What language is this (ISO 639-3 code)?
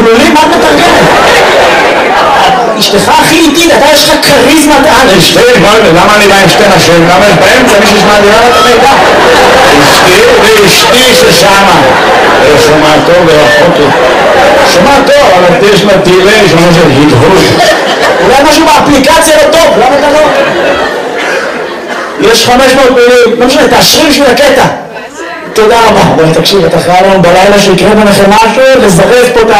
heb